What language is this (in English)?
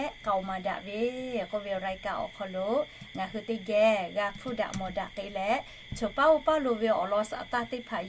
Lahu